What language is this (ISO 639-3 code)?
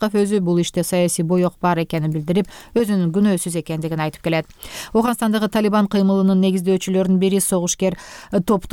kir